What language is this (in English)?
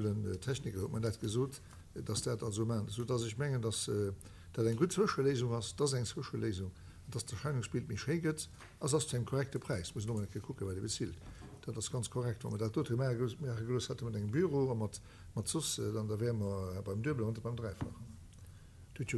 Luxembourgish